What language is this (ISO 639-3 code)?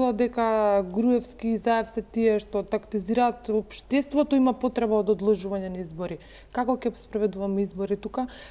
mkd